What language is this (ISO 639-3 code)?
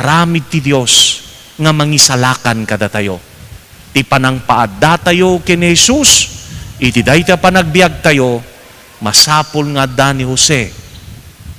ilo